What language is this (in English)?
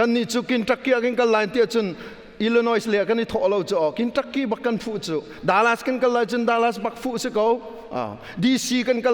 Hakha Chin